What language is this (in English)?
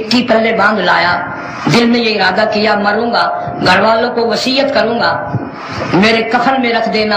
Urdu